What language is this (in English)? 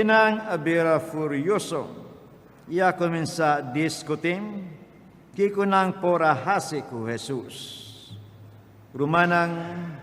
Papiamento